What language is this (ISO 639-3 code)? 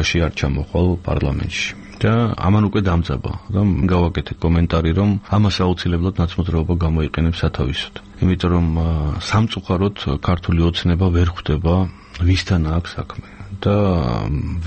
kat